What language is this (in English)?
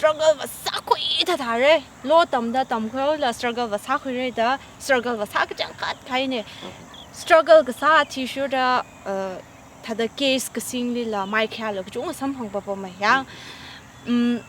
Tangkhul Naga (India)